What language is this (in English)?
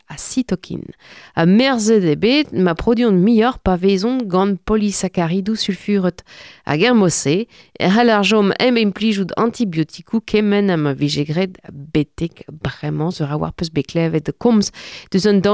Breton